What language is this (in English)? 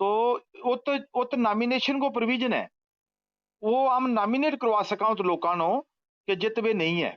Gujari